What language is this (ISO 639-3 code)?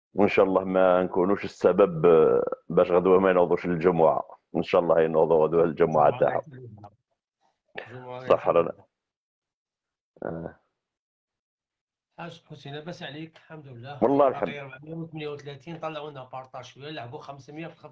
arq